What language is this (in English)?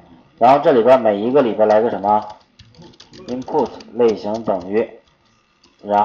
Chinese